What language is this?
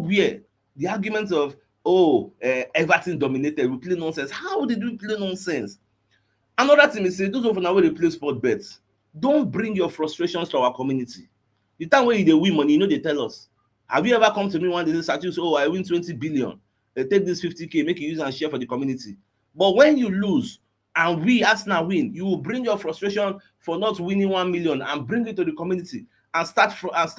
Nigerian Pidgin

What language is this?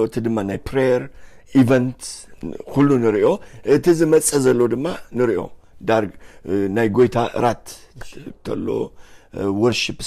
Tigrinya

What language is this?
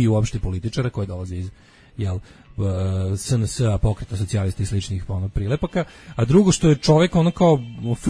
Serbian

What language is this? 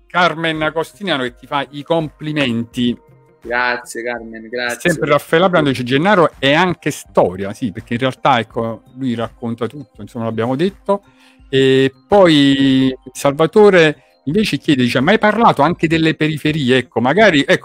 Italian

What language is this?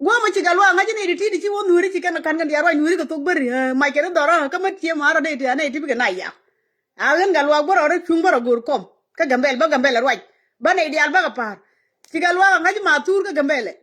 Nuer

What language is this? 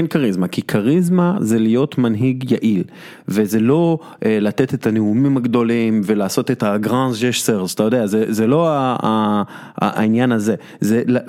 Hebrew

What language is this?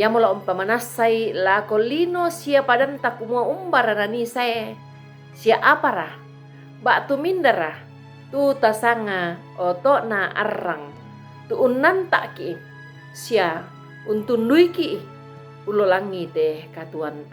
Toraja-Sa'dan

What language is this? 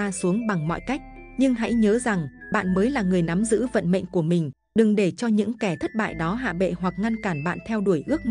Vietnamese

